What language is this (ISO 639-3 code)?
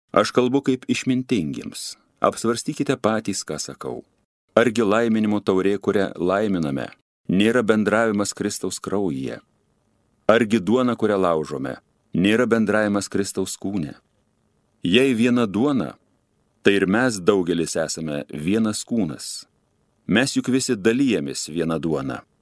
lit